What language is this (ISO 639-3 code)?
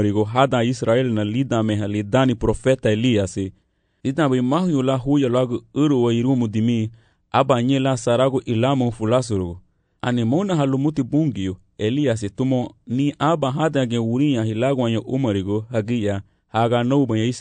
cab